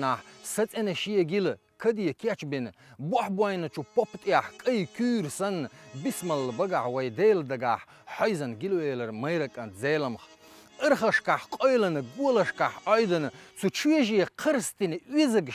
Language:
Chechen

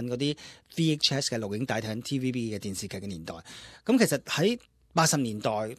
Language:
Cantonese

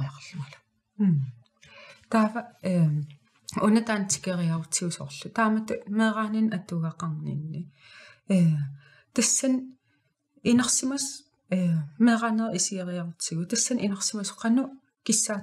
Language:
Kalaallisut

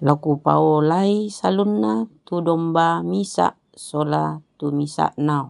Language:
Toraja-Sa'dan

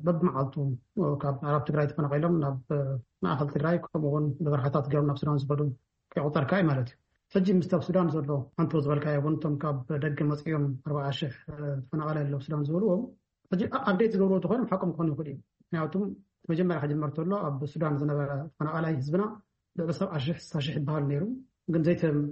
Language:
Tigrinya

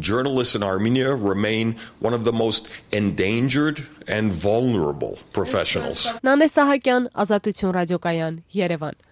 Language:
Armenian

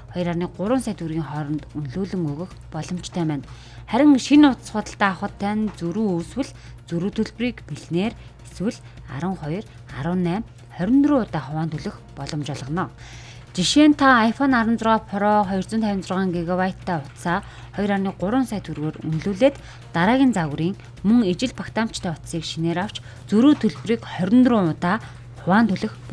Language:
Mongolian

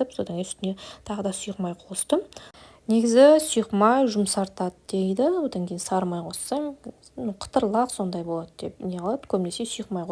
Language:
Kazakh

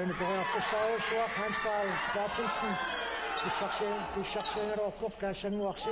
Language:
Kalaallisut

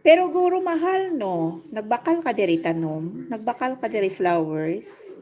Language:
Hiligaynon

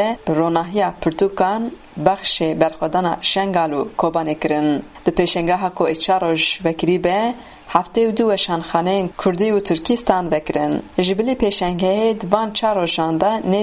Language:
Kurdish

